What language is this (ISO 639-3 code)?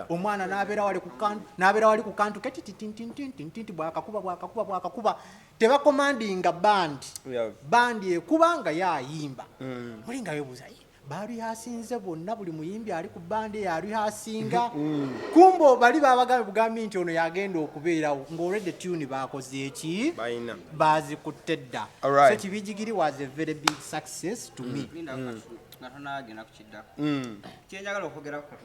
lug